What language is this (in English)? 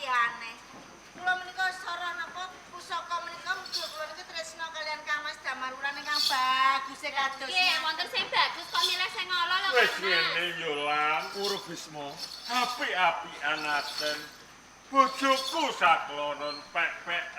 Javanese